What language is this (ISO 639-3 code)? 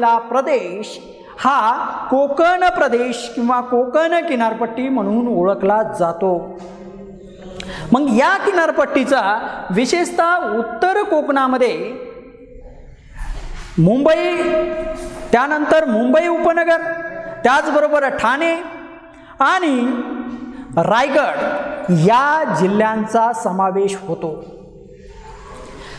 mar